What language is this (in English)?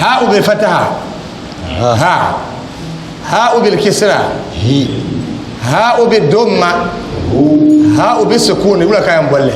Dagbani